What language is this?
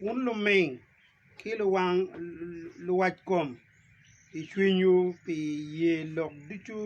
Acoli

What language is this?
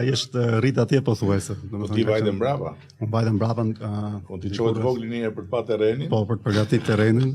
Albanian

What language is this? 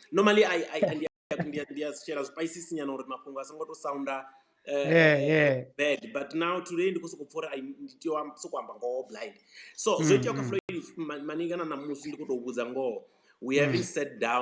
Venda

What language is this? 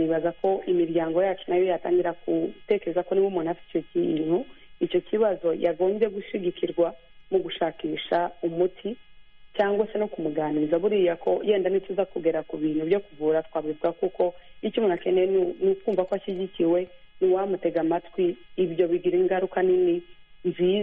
Kinyarwanda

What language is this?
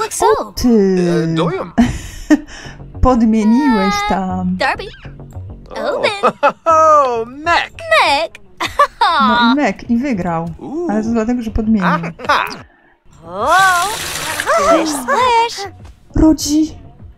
Polish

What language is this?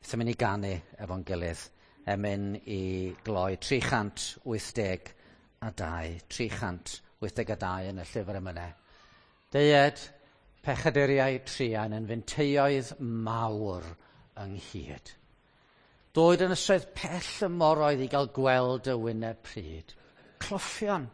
Welsh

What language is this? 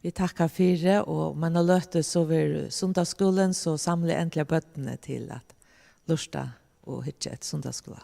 Faroese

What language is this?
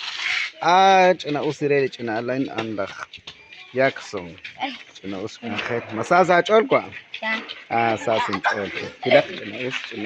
Kekchí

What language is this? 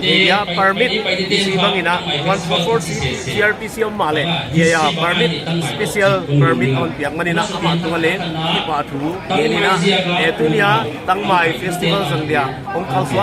Paite Chin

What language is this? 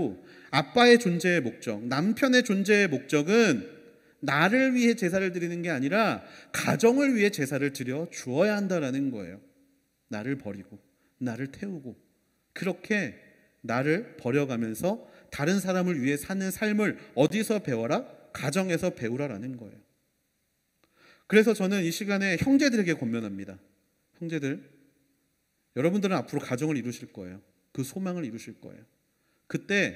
Korean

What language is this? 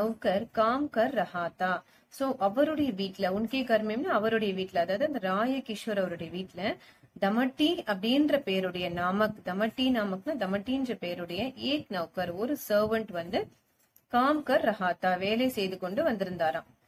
Tamil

